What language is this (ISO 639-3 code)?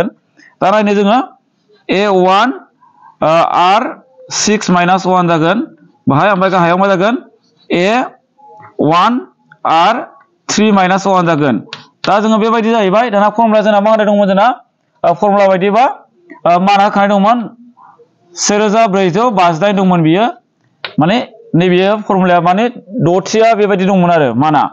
brx